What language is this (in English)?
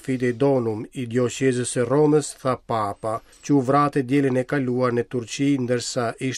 Albanian